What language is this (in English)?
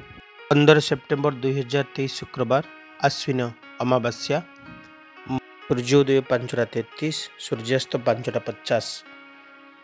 Odia